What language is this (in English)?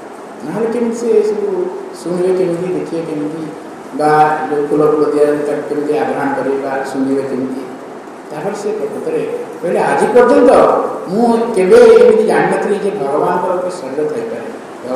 Odia